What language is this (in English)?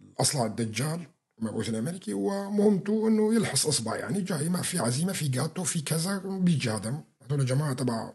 North Levantine Arabic